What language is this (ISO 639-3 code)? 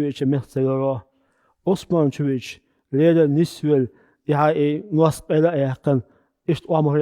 che